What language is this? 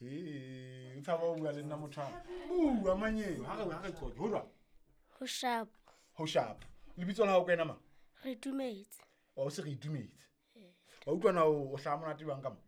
Southern Sotho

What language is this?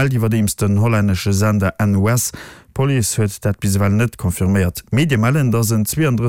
Luxembourgish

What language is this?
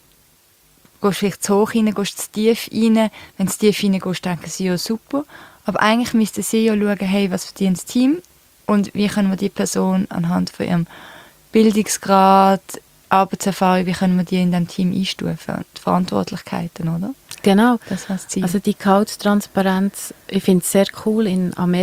German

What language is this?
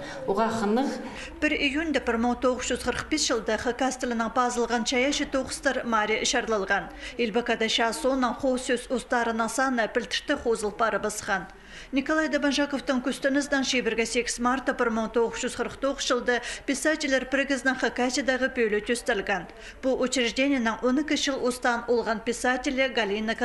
Khakas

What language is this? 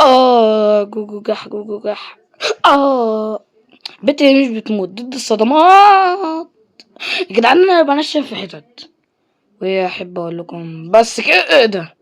Egyptian Arabic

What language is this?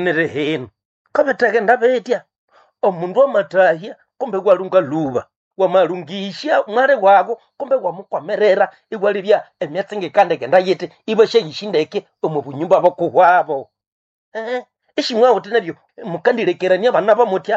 Nande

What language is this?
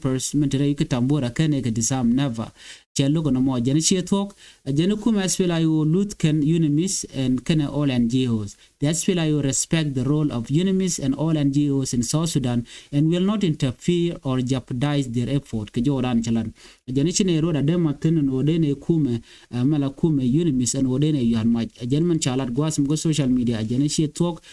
Nuer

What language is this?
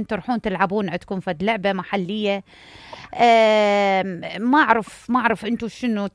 Mesopotamian Arabic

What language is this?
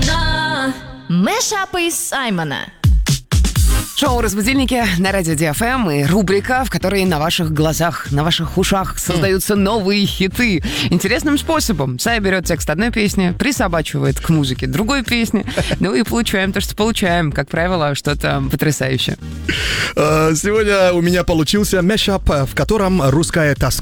Russian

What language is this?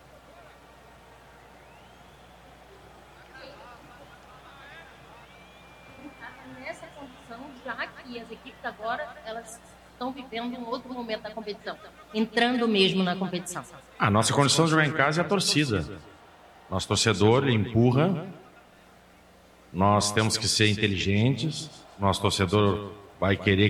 Portuguese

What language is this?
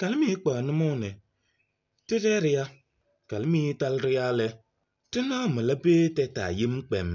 Kabiyè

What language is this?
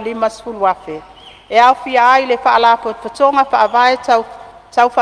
Samoan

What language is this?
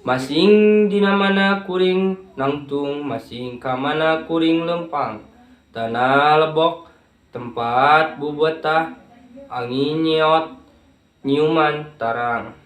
Sundanese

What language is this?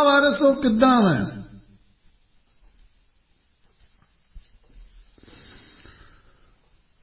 Punjabi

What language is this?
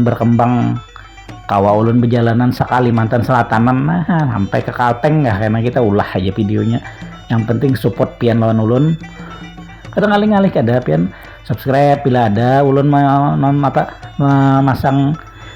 Banjar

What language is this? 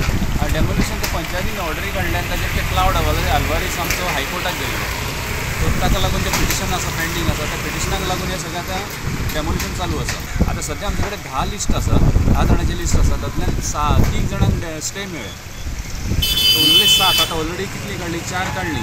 Konkani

